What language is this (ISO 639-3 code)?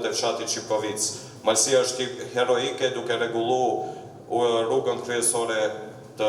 sqi